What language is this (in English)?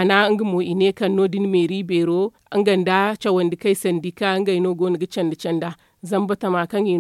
Zarma